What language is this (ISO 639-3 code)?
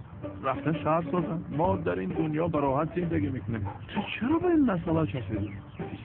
tgk